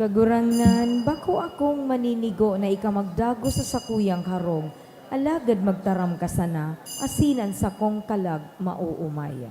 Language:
Bikol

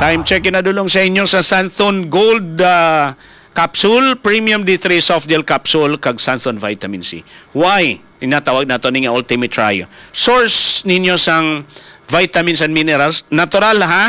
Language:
Hiligaynon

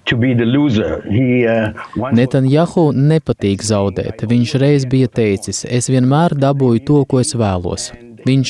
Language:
Latvian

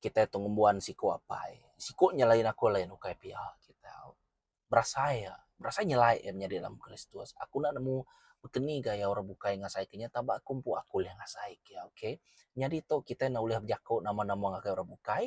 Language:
Iban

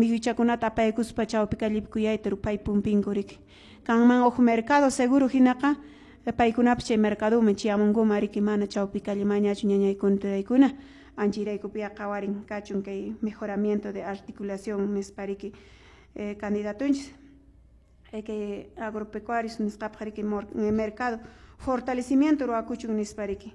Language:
Quechua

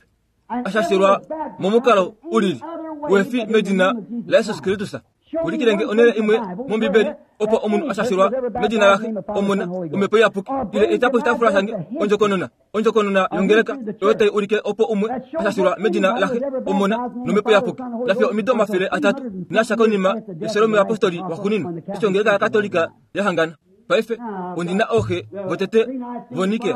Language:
Kuanyama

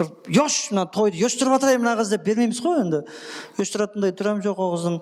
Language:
Kara-Kalpak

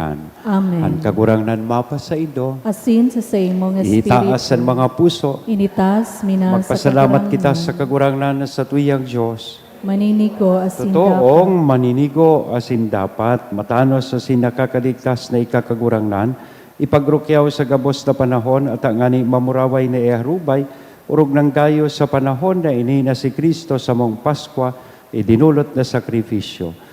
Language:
Bikol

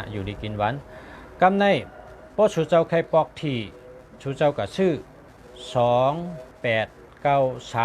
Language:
Shan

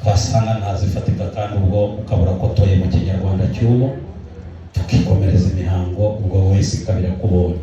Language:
Kinyarwanda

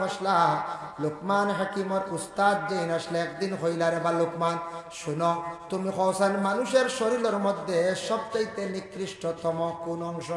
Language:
Sylheti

